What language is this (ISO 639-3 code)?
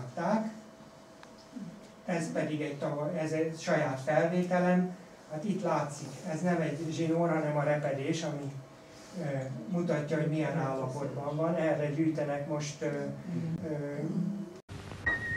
hun